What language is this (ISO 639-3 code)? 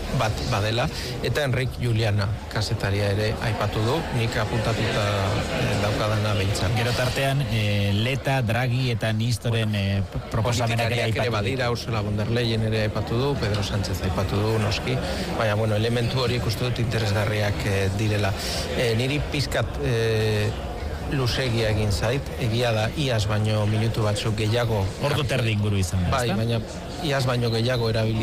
eus